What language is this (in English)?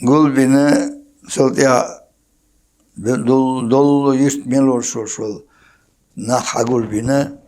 Chechen